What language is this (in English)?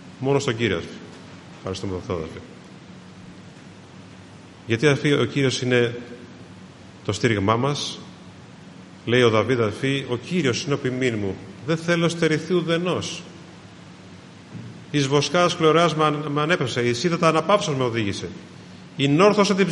Greek